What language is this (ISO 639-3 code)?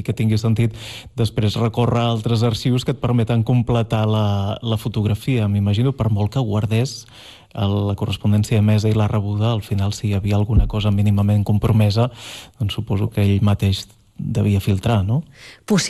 cat